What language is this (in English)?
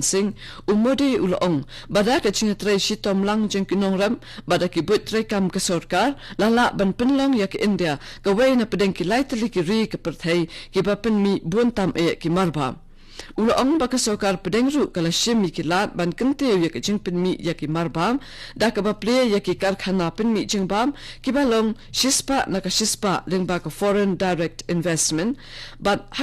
Khasi